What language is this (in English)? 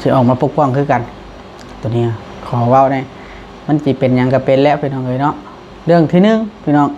Northeastern Thai